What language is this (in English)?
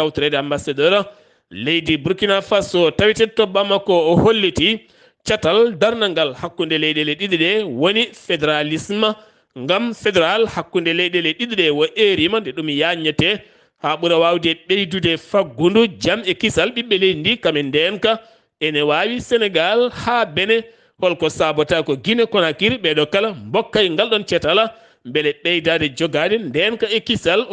Fula